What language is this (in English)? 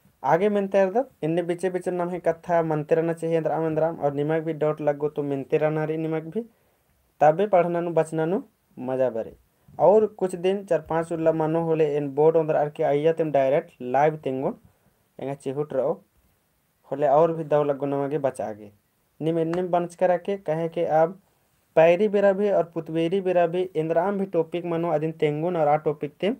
Kurukh